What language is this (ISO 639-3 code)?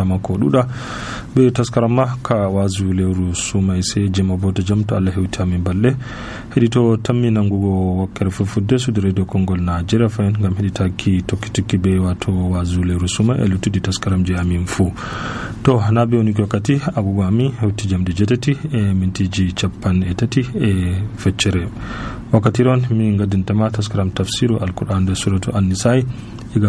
fuv